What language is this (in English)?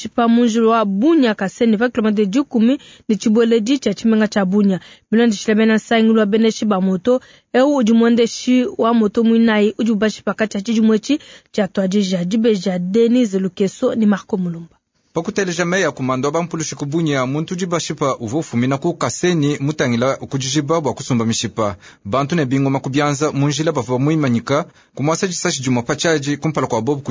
Luba-Lulua